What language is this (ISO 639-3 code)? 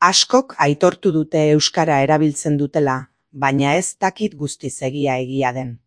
eus